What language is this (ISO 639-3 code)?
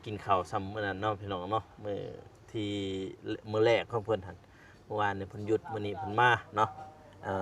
lao